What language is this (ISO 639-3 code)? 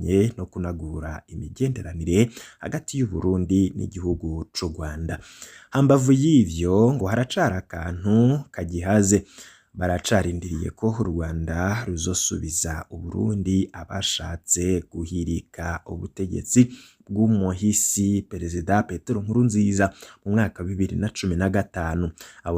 run